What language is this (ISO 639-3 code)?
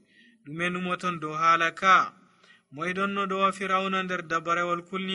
fuv